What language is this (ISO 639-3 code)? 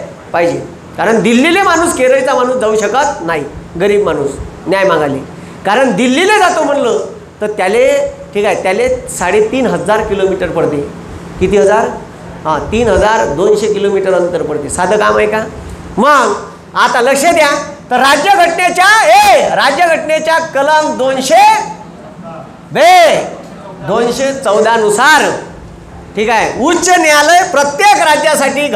mar